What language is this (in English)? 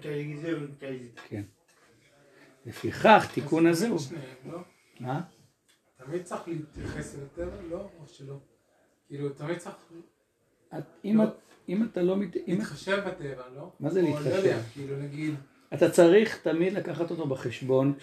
Hebrew